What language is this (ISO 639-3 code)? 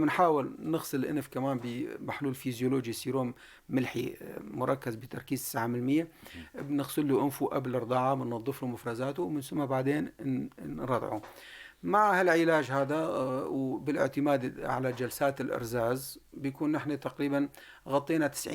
apc